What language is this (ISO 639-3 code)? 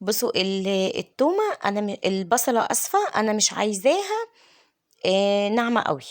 arz